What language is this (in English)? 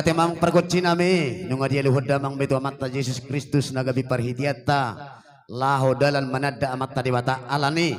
Batak Toba